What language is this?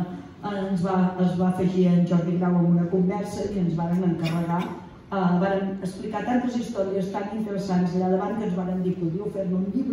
Catalan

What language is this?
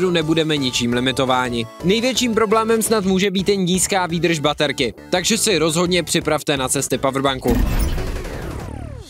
Czech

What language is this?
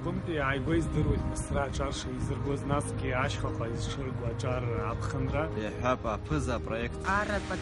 Abkhazian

